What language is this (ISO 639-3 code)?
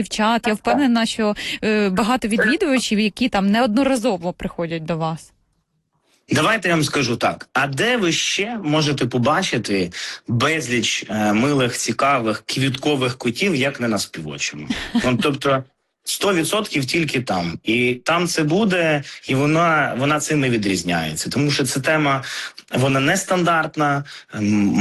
ukr